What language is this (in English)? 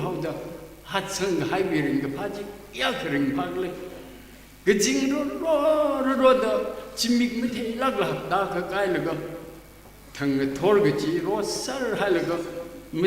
Tangkhul Naga (India)